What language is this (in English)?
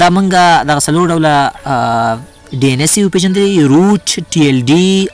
Pashto